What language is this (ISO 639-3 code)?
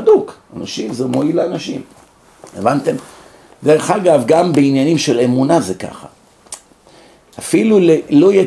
heb